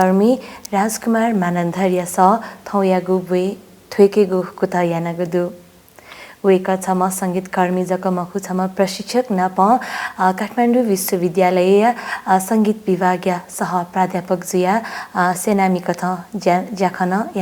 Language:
Newari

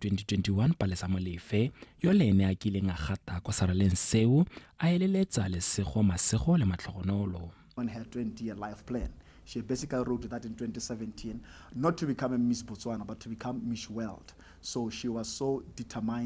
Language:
Tswana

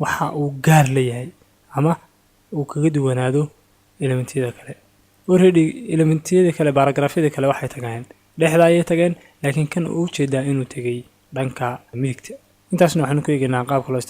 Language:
Somali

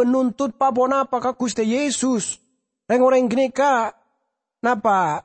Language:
Madurese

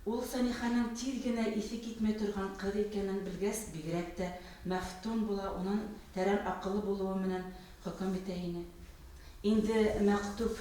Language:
Bashkir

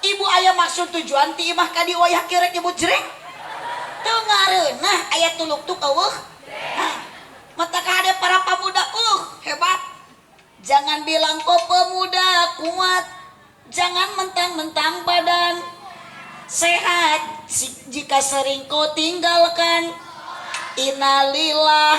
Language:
Sundanese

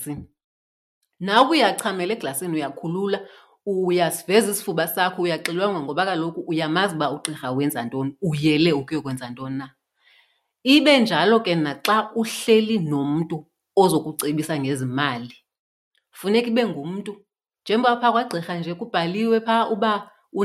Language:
Xhosa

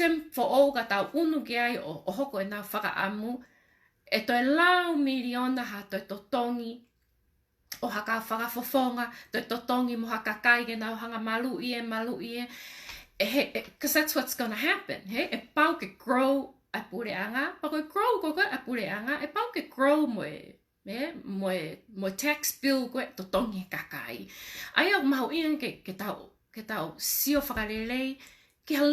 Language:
Tongan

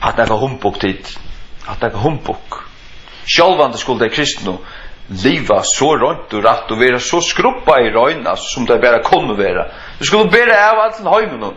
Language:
Faroese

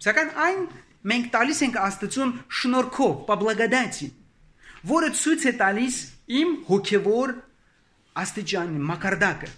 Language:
Armenian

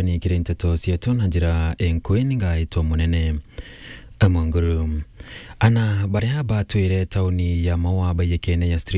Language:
Meru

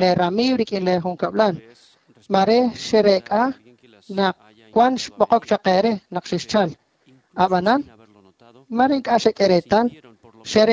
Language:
Kekchí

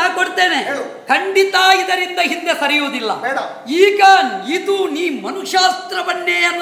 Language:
Kannada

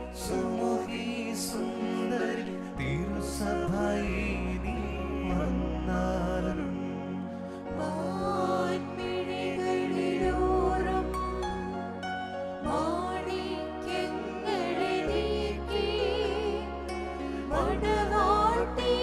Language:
Malayalam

